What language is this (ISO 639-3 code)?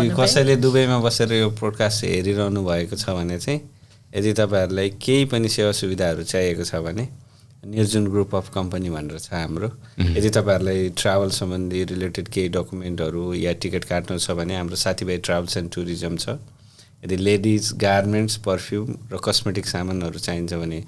nep